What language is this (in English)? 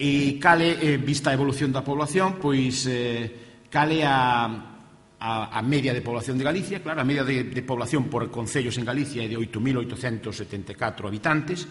Galician